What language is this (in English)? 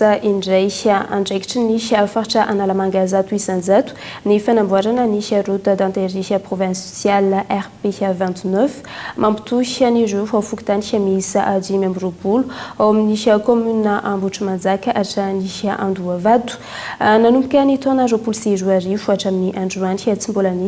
Malagasy